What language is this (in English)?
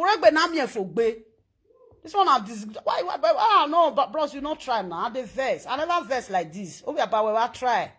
Nigerian Pidgin